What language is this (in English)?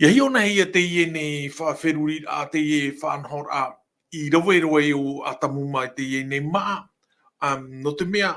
Tahitian